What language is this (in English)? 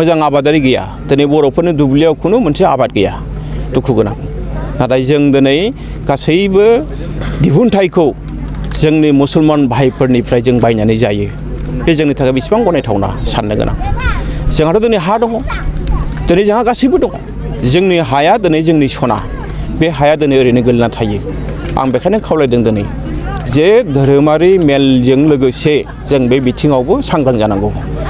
Bodo